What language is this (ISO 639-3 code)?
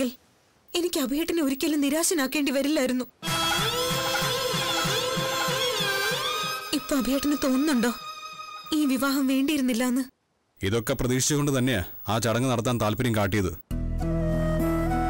mal